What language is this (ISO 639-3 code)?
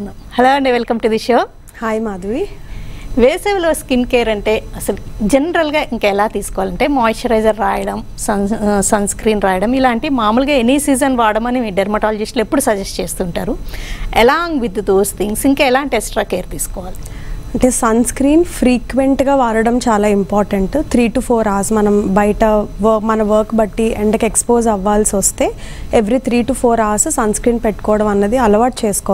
tel